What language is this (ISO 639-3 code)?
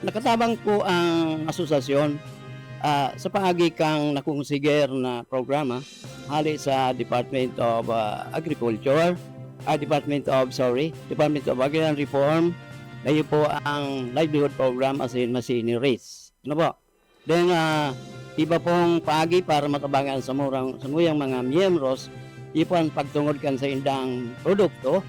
bik